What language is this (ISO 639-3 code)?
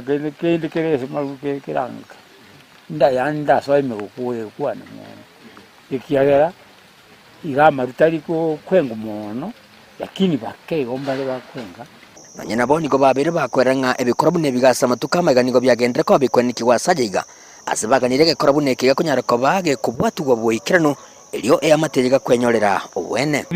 guz